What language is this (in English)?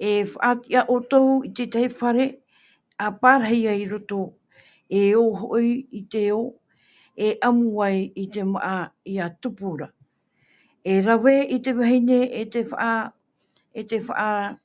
Tahitian